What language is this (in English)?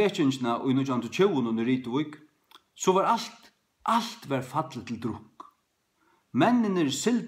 Faroese